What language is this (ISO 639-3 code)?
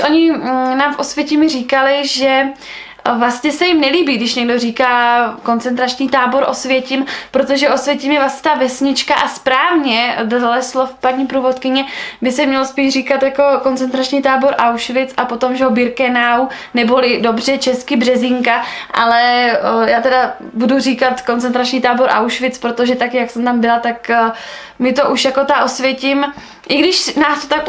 ces